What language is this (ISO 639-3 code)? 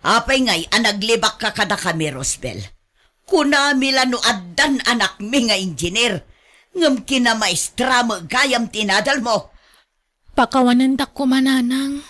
ilo